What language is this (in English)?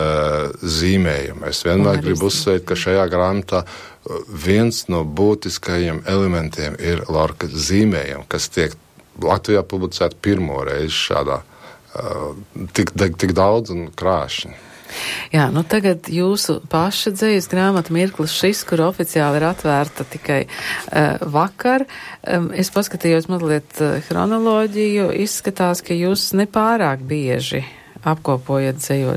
Latvian